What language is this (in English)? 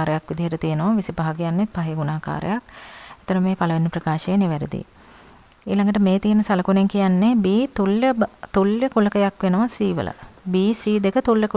Sinhala